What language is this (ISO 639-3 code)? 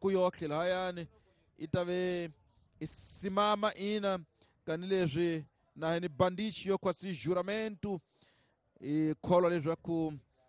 tso